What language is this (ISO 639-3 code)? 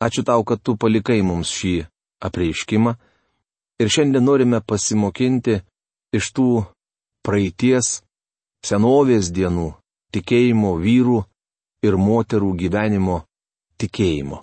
lit